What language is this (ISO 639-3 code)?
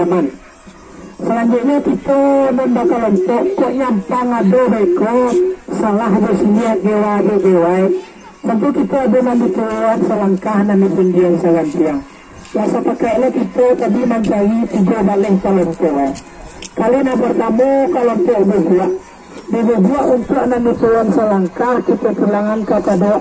min